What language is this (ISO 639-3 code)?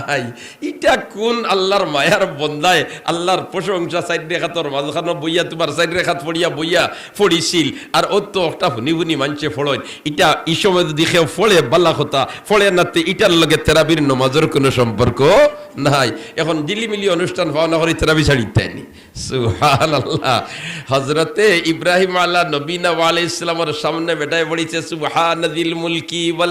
syl